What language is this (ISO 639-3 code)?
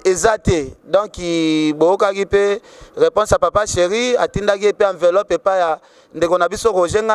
lin